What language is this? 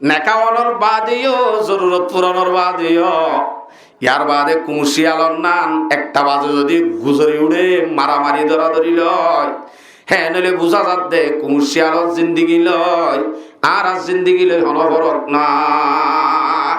Rohingya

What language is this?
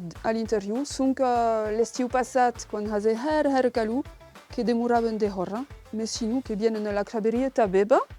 Occitan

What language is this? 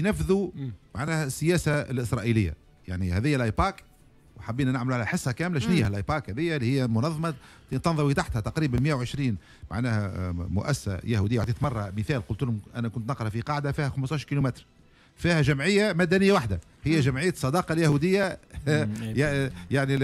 Tunisian Arabic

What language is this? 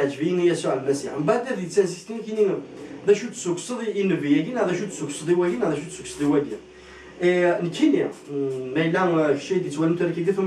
Kabyle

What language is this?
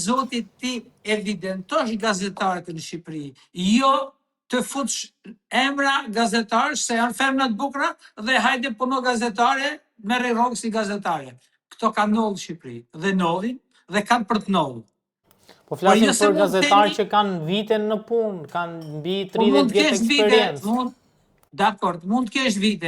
Albanian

